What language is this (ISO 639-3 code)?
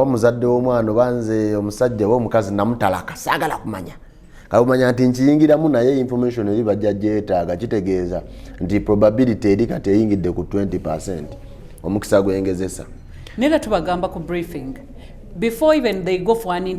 lug